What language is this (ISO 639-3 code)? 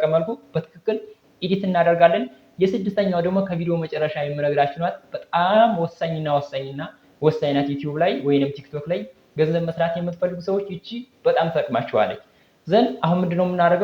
amh